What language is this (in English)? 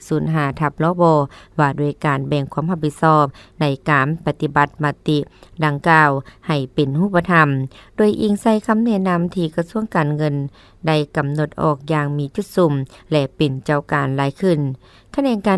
Lao